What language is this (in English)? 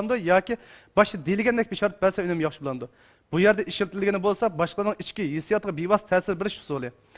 Uyghur